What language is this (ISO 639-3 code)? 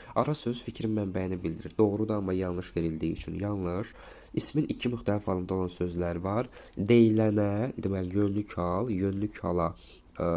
aze